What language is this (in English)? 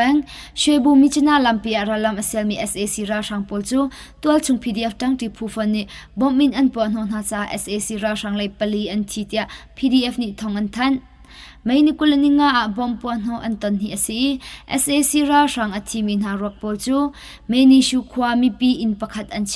Hakha Chin